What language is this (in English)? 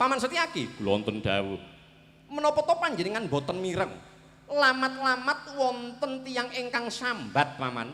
Javanese